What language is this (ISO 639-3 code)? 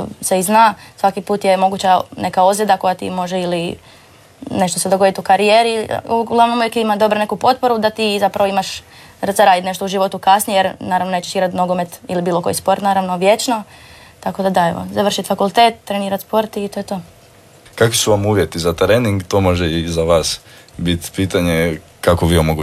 hrv